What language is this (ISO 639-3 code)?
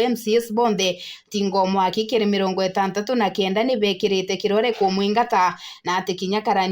mer